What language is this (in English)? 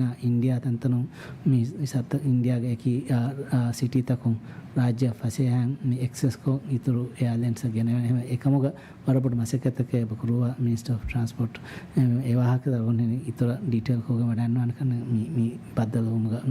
Divehi